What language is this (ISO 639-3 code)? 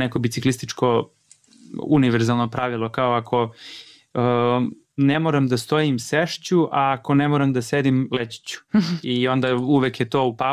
srp